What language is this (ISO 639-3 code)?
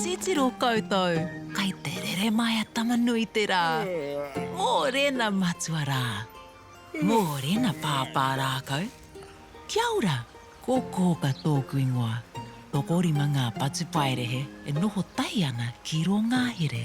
mri